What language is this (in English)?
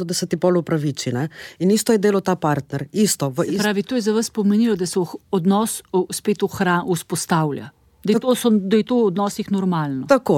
Slovenian